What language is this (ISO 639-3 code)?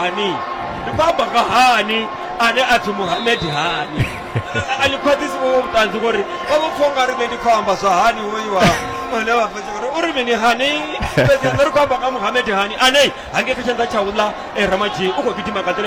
ven